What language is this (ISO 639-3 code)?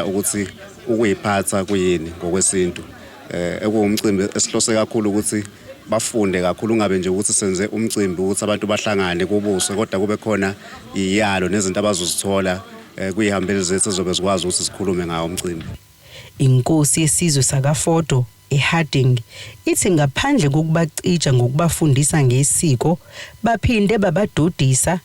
zul